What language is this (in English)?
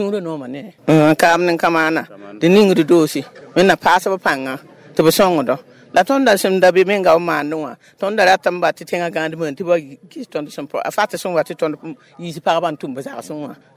Mossi